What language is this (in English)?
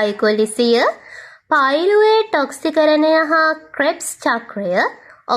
Sinhala